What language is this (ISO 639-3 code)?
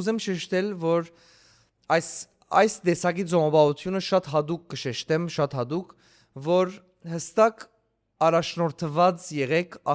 hyw